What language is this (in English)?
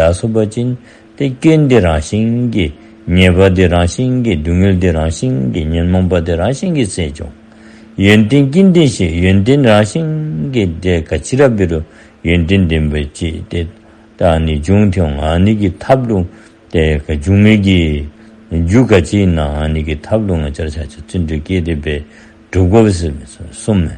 Dzongkha